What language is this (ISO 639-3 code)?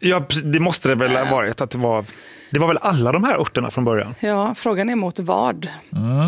swe